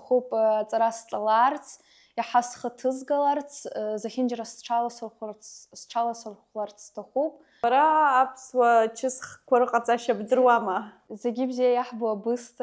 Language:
Abkhazian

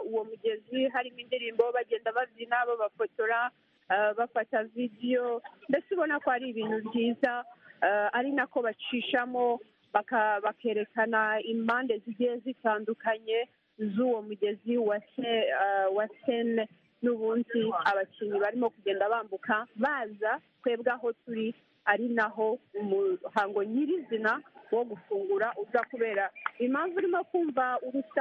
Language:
Kinyarwanda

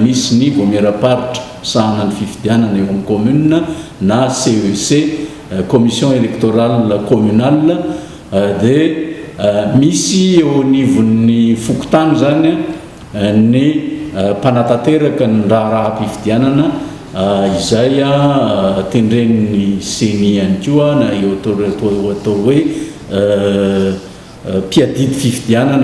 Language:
Malagasy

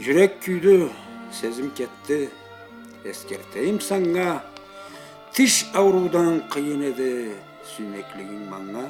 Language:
Karachay-Balkar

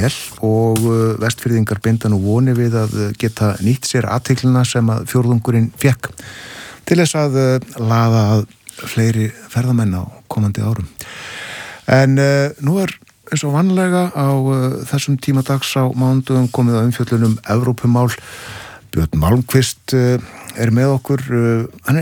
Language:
Icelandic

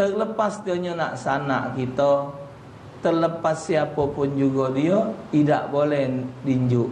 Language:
Musi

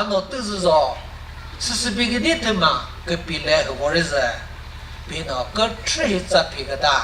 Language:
Chokri Naga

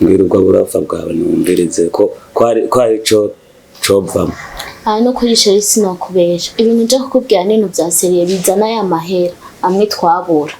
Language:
Rundi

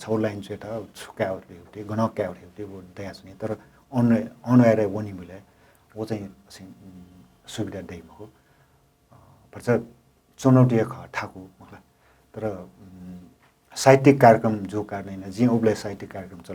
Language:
Newari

